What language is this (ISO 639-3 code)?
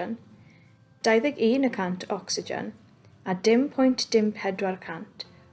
cym